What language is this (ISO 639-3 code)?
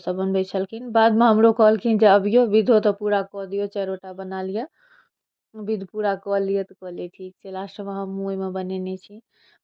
mai